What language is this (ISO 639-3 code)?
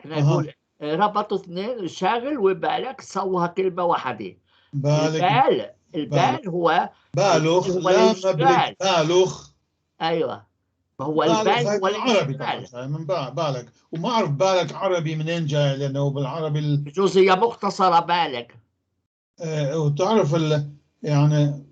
apc